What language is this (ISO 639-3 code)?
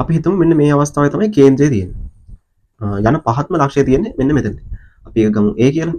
sin